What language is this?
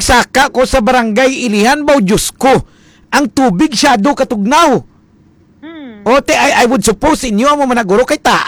Hiligaynon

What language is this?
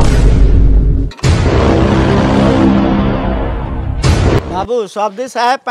Bhojpuri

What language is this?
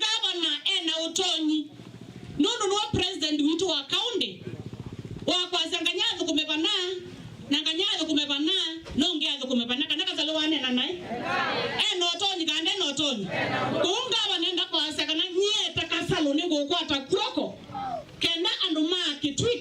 Kamba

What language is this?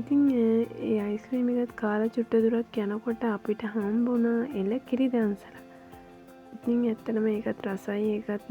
Sinhala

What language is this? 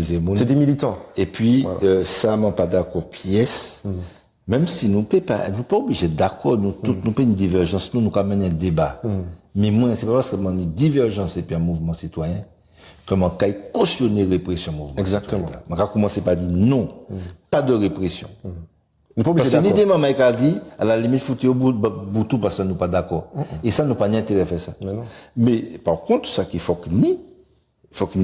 Guadeloupean Creole French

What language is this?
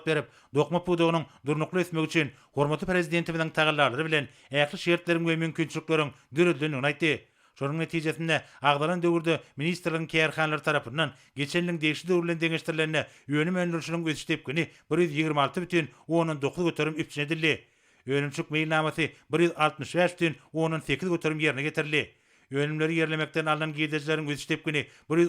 Turkmen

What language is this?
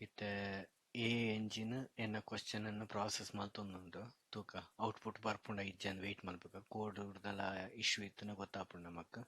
Tulu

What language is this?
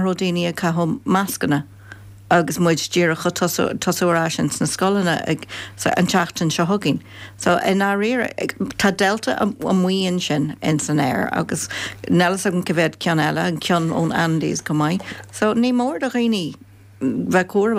Irish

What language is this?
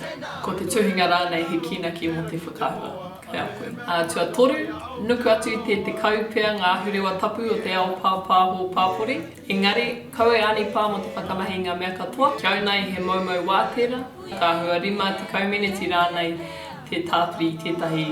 Māori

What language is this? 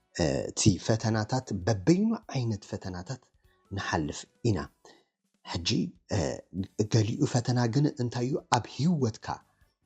Tigrinya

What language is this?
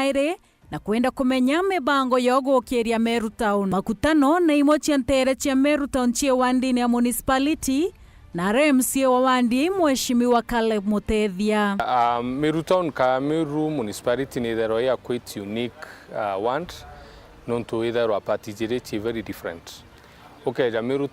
Meru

